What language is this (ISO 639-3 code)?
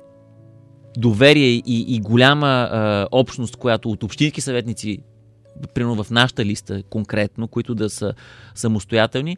bul